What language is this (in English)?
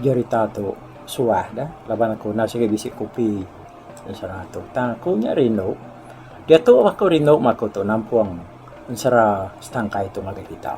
Iban